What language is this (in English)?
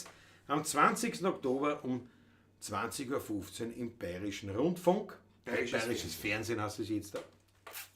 Bavarian